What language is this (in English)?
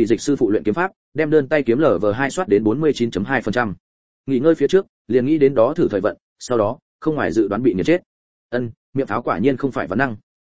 Vietnamese